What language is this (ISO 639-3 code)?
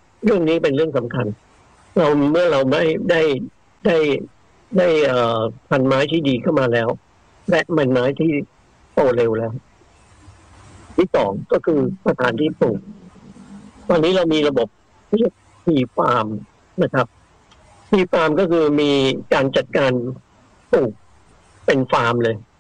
tha